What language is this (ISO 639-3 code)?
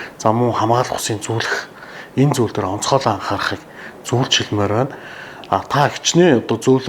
mon